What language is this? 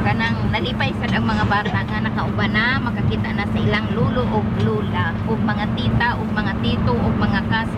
Cebuano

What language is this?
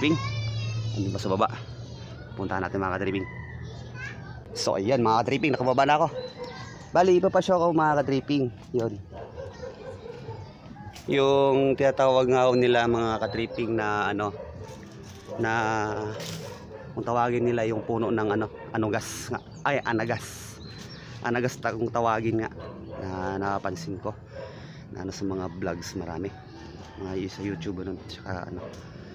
Filipino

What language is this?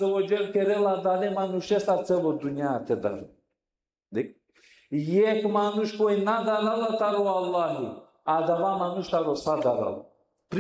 Balkan Romani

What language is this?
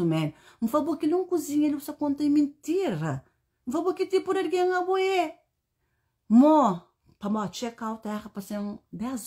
Kabuverdianu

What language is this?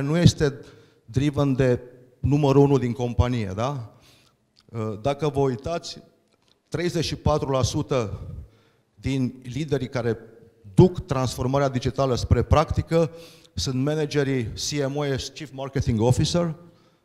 Romanian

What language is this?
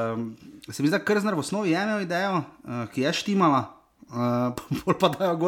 Slovenian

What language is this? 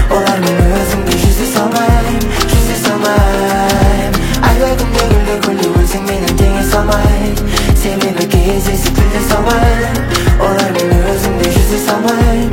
Kazakh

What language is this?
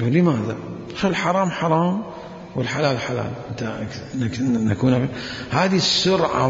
Mesopotamian Arabic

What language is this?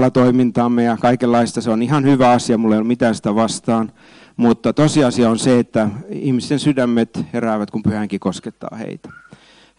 Finnish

